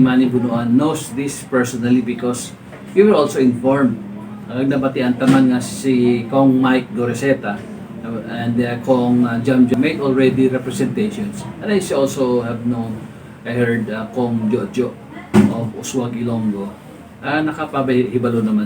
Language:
Hiligaynon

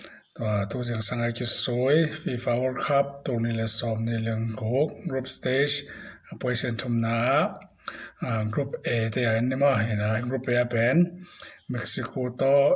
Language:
Tedim Chin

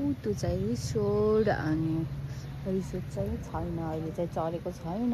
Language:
Nepali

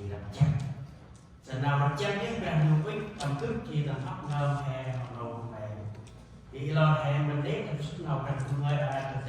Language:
Central Mnong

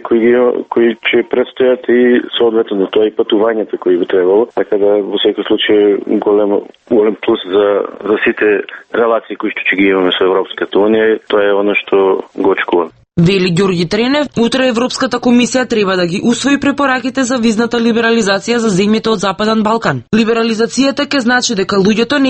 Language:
Macedonian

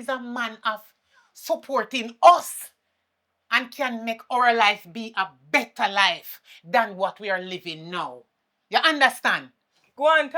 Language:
Jamaican Creole English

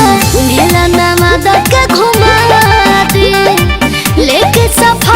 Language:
Magahi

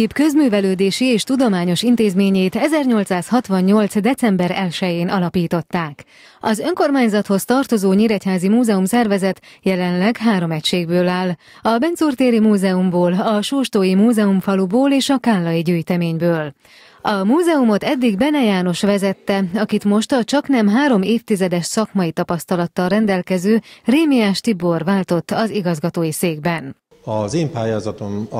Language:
Hungarian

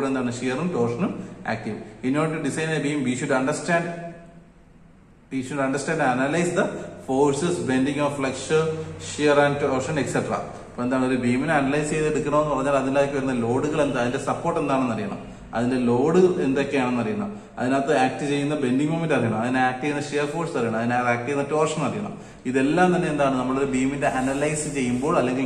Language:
Malayalam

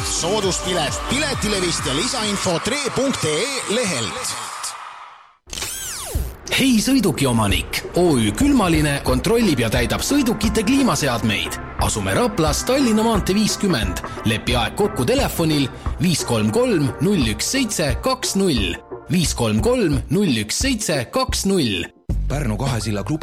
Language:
Estonian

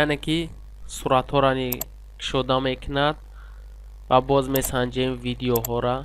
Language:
Tajik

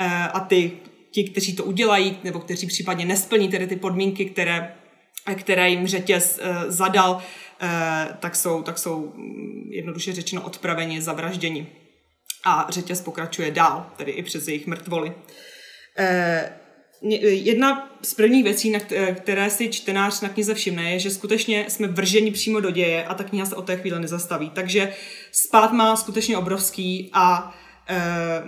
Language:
Czech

